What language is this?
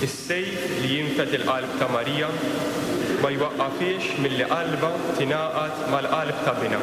Maltese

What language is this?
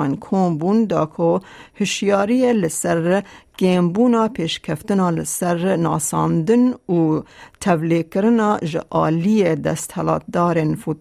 Kurdish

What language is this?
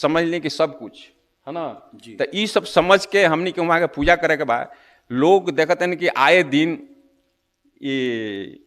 Bhojpuri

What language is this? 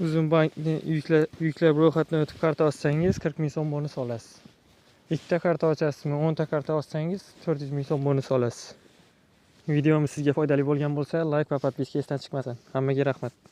Uzbek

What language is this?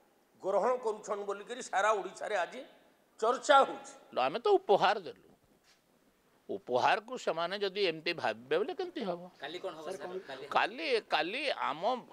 Odia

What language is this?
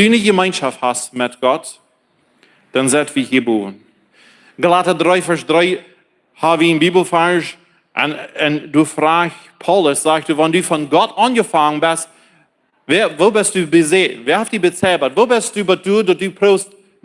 Plautdietsch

